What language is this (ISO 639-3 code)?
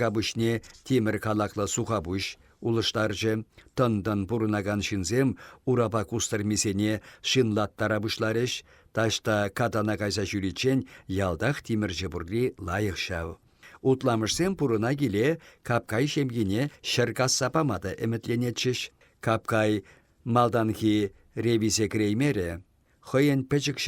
chv